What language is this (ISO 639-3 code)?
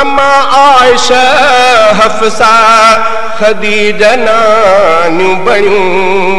snd